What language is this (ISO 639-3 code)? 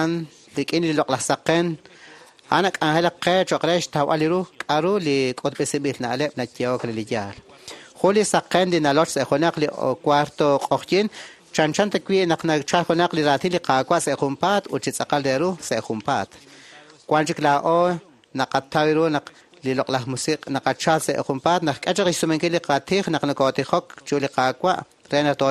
kek